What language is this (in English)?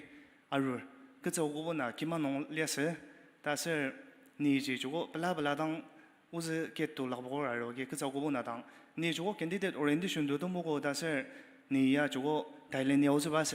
Ao Naga